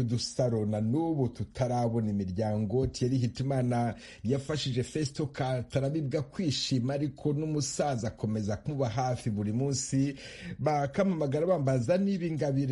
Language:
Kinyarwanda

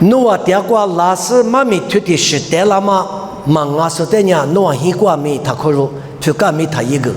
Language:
Lisu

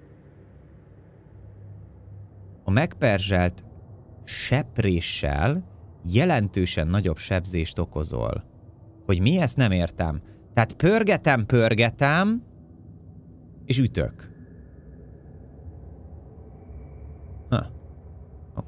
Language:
Hungarian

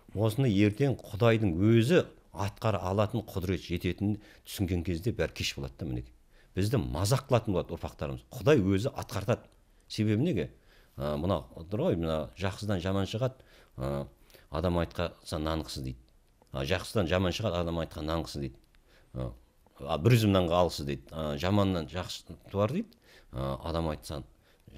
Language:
Kazakh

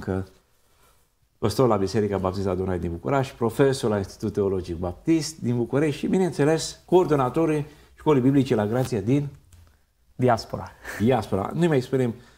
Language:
Romanian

